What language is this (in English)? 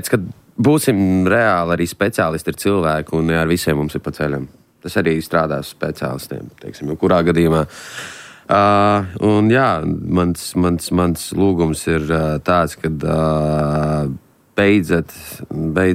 Latvian